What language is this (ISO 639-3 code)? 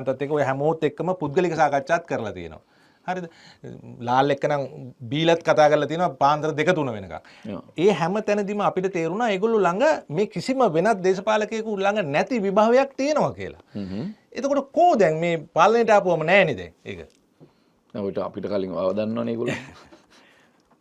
sin